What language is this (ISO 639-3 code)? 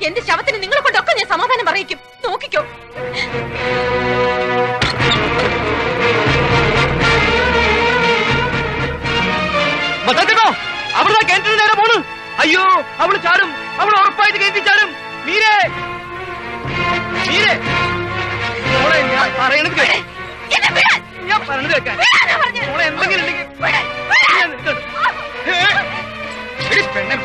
mal